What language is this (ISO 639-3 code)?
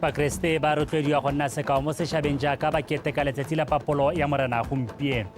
tsn